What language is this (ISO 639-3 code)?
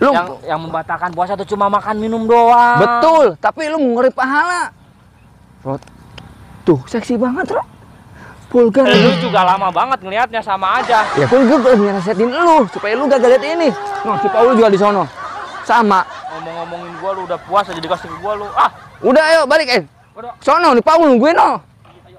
bew